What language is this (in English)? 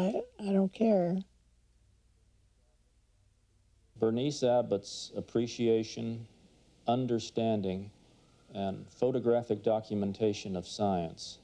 English